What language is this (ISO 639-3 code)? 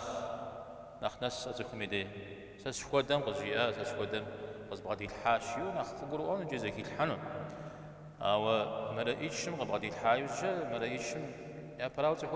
kbd